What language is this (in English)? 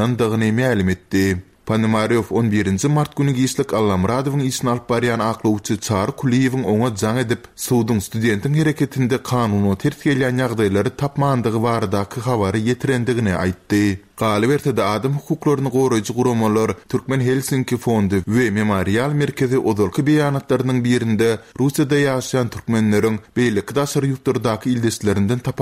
Turkmen